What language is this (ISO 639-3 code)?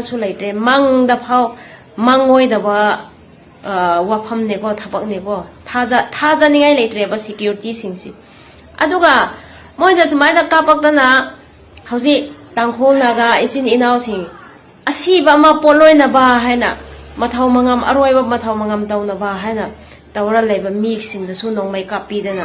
mni